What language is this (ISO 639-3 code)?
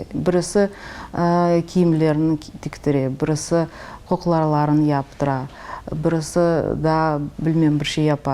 crh